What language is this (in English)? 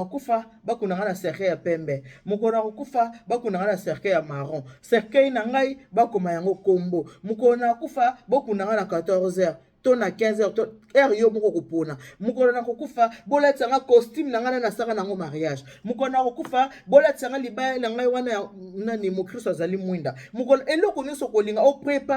Lingala